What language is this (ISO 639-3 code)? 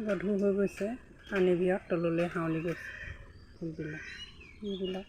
asm